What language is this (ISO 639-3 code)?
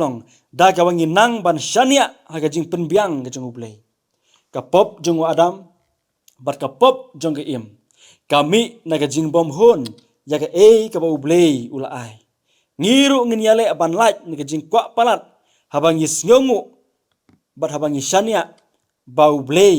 kha